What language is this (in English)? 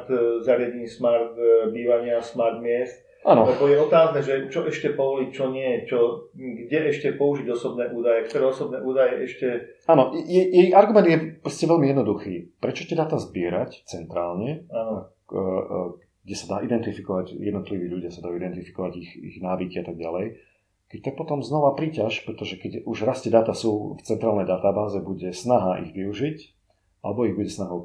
Slovak